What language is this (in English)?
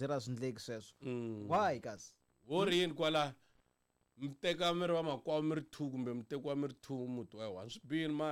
Tsonga